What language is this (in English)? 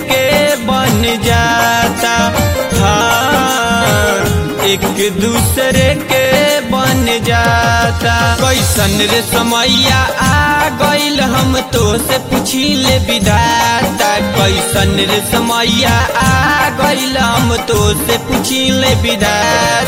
Bhojpuri